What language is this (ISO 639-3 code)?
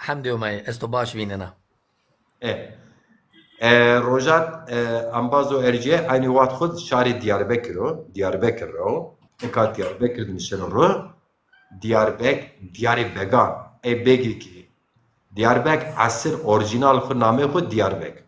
zza